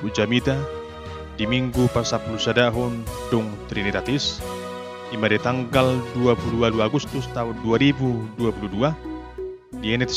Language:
Batak Toba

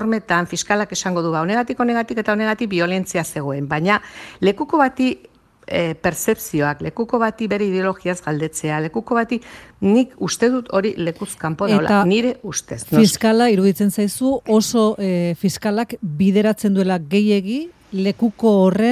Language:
Basque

